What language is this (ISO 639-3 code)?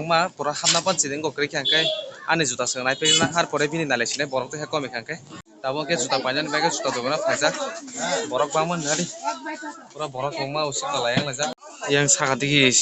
trp